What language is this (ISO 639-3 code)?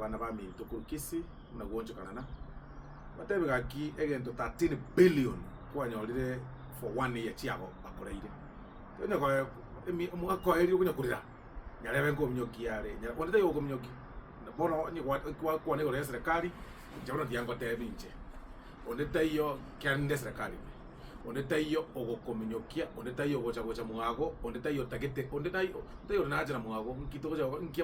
guz